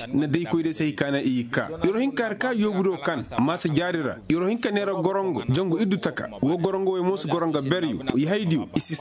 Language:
Koyraboro Senni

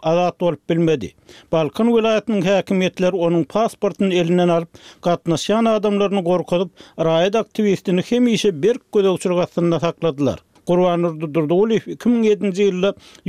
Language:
Turkmen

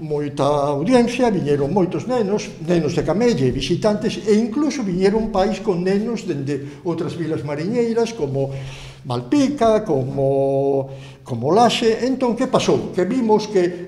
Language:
Galician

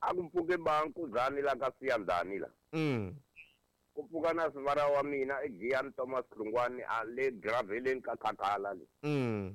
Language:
Tsonga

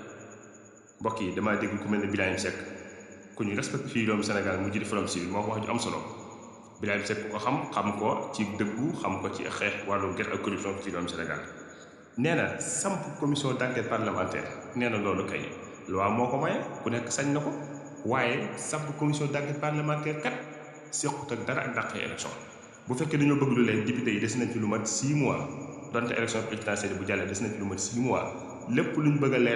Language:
Wolof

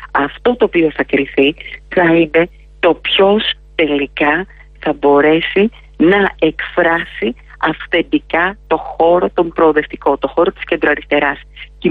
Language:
Greek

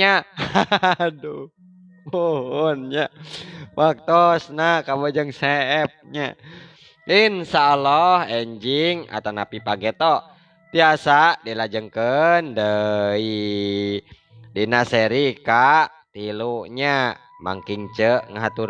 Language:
Sundanese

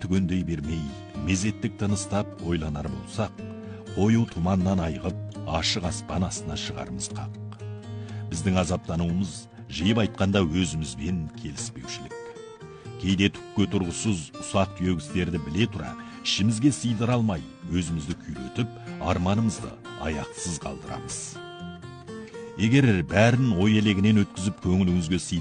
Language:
Kazakh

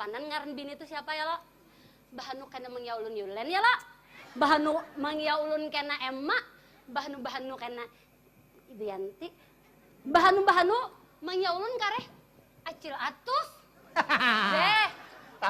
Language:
Banjar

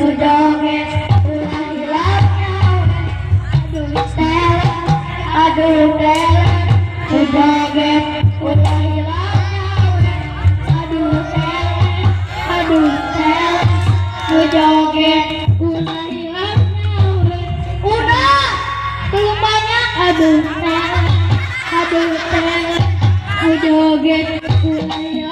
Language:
Sundanese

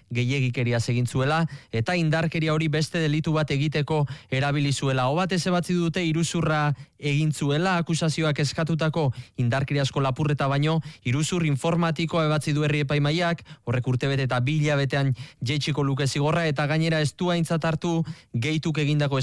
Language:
Basque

